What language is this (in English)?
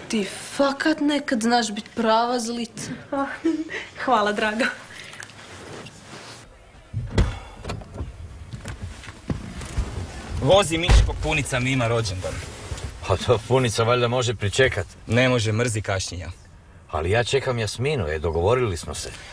Croatian